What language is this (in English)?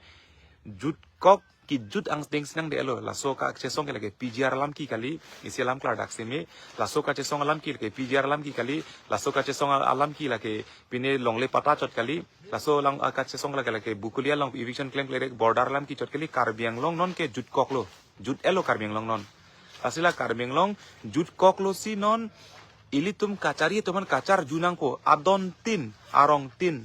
Karbi